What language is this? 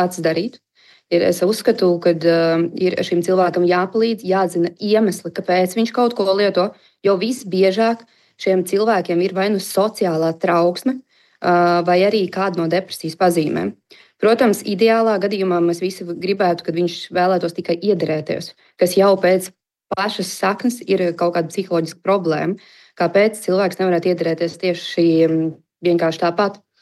Latvian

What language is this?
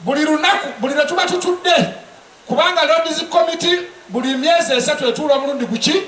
Ganda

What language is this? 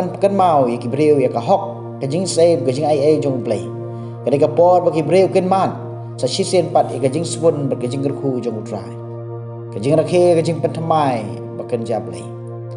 Khasi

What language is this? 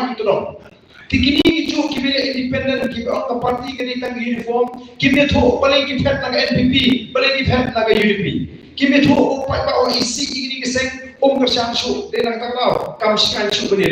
Khasi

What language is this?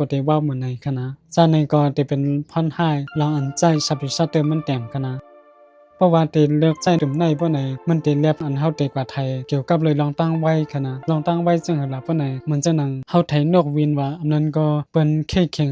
Shan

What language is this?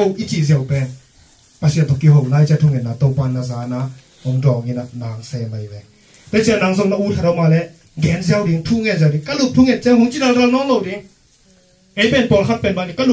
Tedim Chin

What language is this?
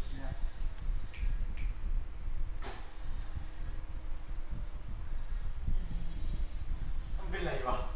Thai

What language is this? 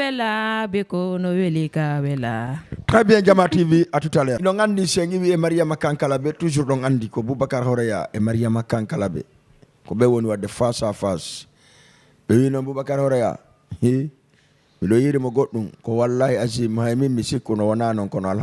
Fula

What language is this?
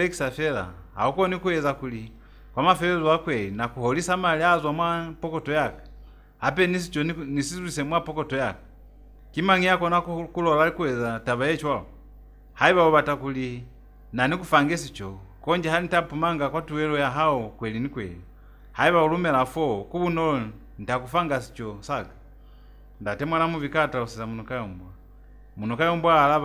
Lozi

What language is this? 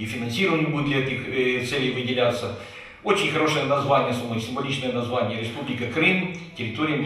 Crimean Tatar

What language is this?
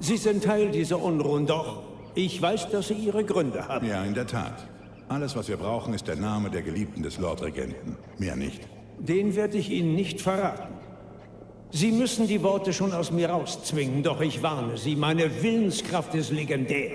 Bavarian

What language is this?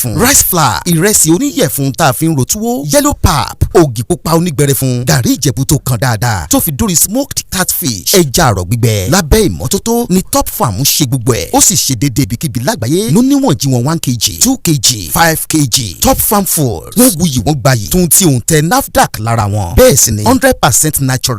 Yoruba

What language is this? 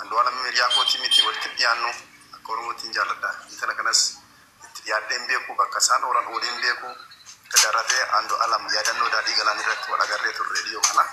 Oromo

